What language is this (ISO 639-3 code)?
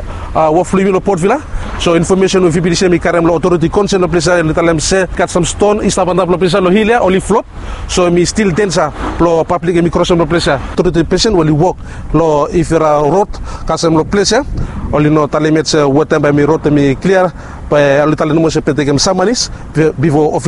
bis